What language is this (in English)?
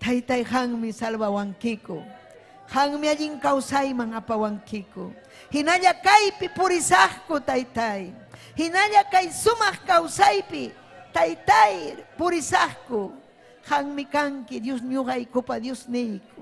Ayacucho Quechua